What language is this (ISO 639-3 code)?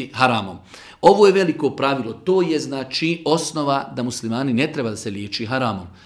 bos